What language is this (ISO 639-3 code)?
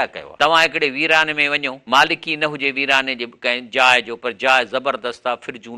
snd